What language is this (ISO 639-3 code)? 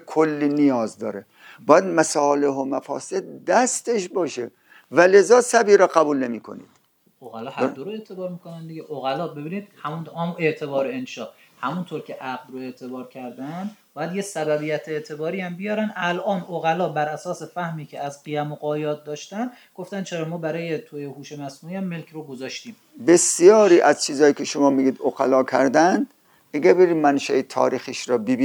fas